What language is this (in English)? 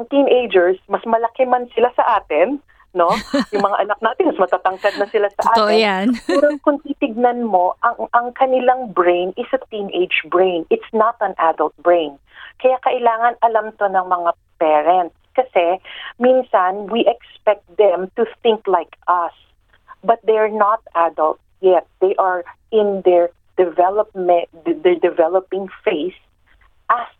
Filipino